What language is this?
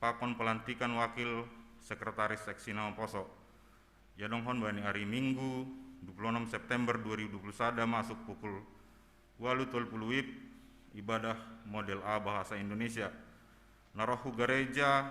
Batak Simalungun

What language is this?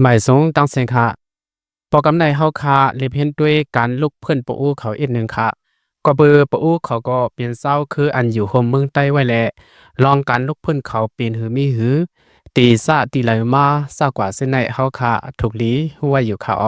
Lao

